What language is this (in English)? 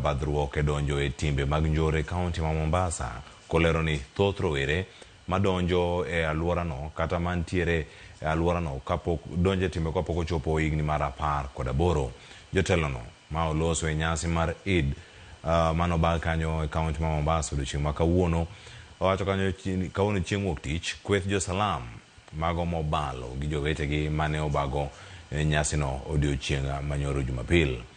Luo (Kenya and Tanzania)